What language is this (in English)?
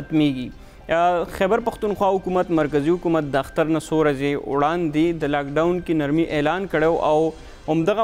Pashto